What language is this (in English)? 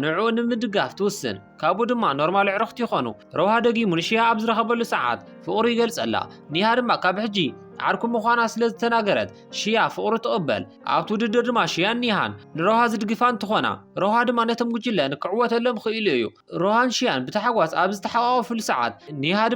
Tigrinya